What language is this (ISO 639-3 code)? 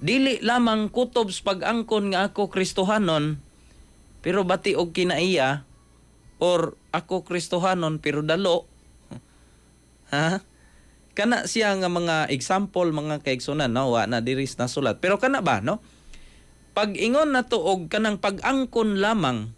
ceb